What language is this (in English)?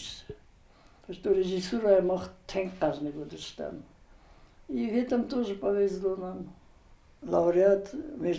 Ossetic